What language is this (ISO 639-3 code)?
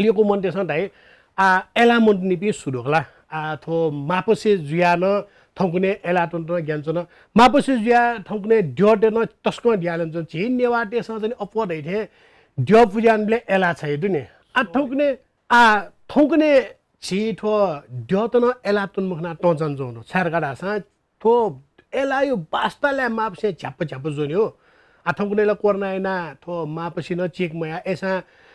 new